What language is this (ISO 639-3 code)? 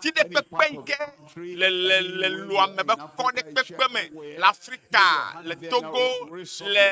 ewe